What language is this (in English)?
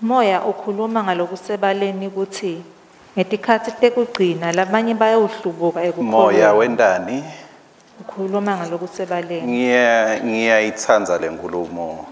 Swati